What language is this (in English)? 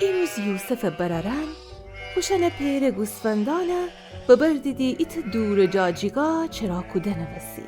Gilaki